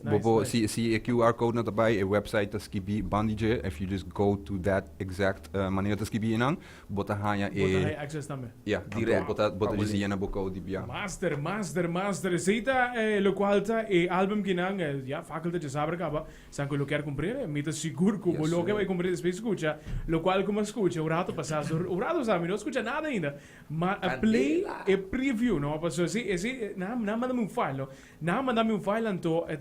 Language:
Papiamento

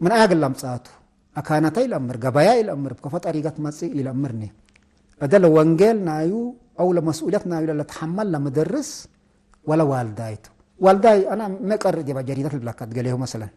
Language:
Tigre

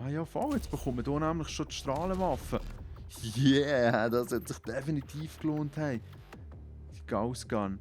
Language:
Swiss German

